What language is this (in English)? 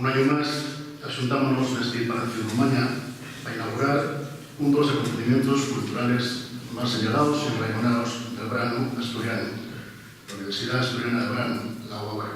Asturian